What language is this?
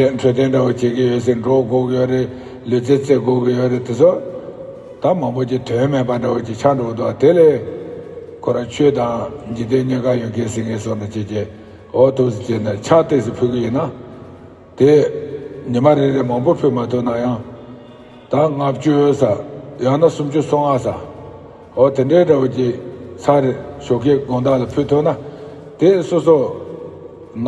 Tibetan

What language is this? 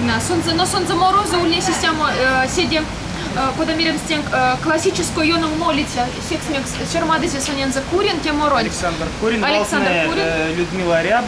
Erzya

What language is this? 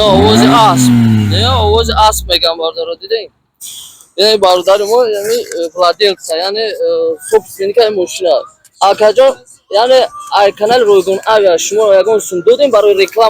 Tajik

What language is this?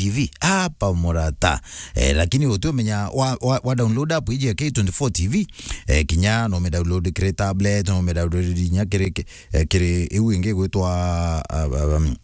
Meru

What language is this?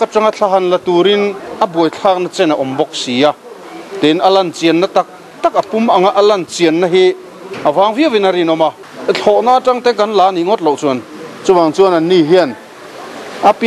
Mizo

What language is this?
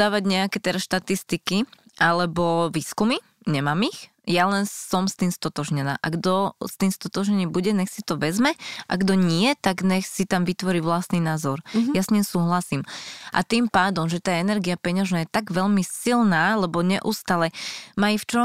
Slovak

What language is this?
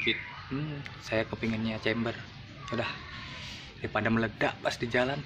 Indonesian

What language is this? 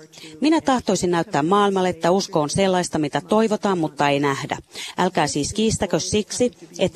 Finnish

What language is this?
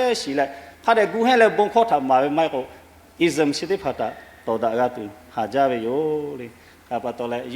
Lahu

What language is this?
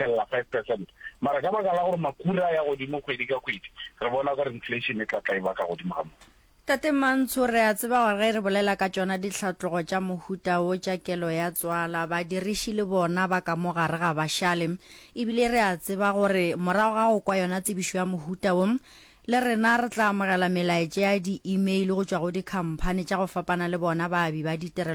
Northern Sotho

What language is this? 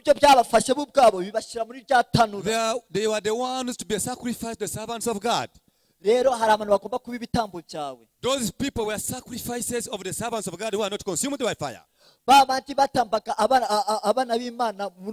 Kinyarwanda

